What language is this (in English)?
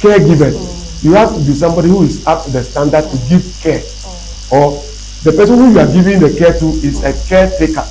Ewe